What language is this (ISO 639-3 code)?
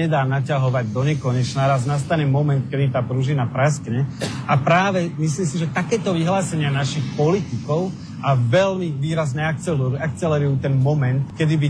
slk